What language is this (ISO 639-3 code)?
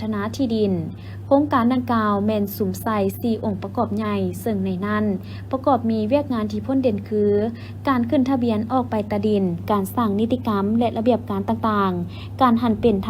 lao